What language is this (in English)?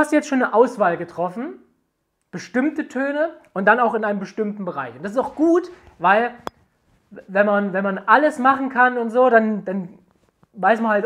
German